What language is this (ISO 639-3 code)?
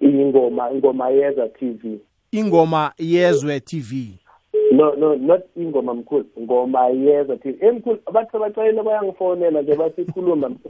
nbl